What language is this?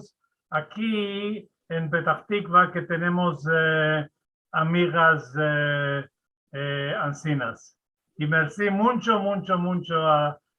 Ladino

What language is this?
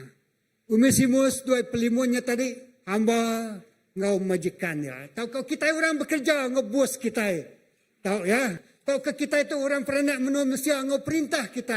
Iban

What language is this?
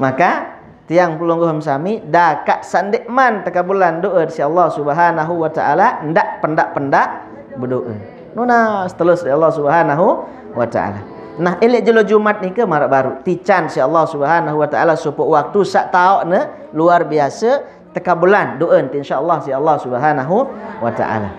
Sasak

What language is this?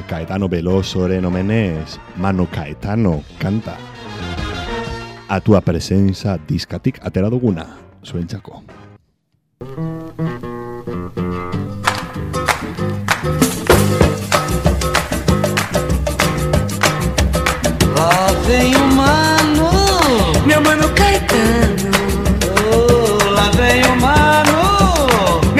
Basque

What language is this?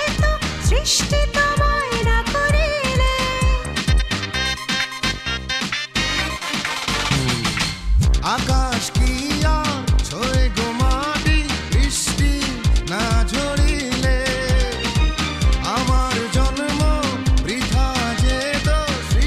Bangla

